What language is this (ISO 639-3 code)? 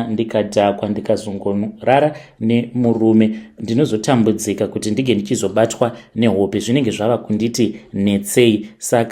sna